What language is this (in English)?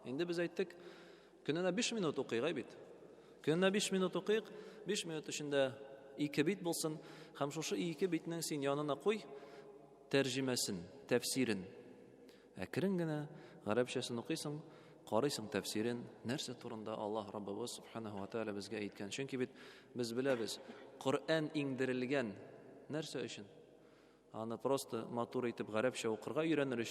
Tatar